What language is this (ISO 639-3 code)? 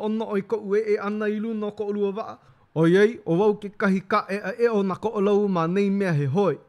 haw